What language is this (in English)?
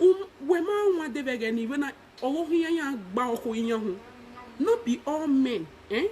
Nigerian Pidgin